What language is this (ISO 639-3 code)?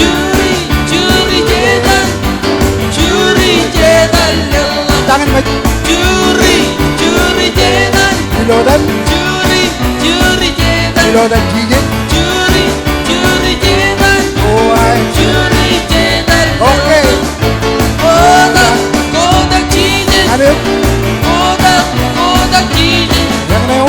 mah